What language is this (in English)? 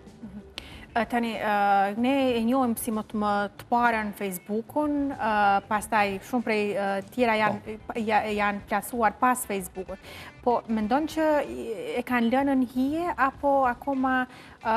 Albanian